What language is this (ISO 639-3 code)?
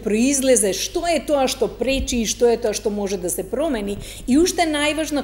mkd